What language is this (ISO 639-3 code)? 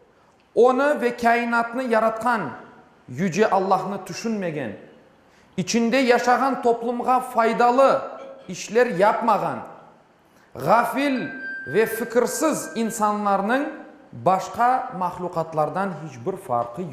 crh